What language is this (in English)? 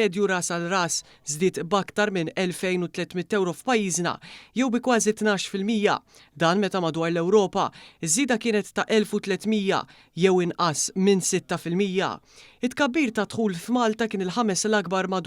Maltese